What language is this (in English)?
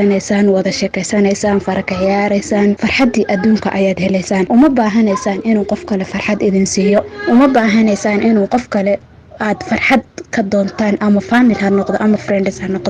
Somali